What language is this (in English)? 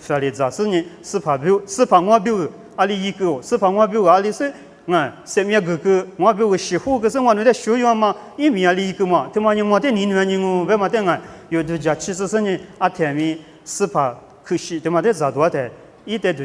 Lisu